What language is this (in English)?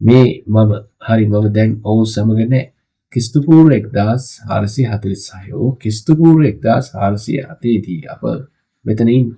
Sinhala